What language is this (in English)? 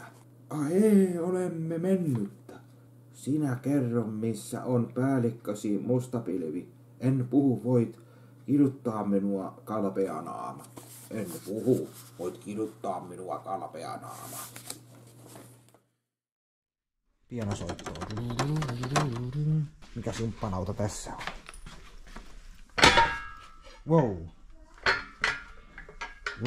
Finnish